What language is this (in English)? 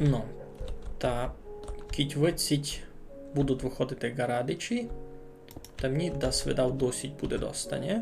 Rusyn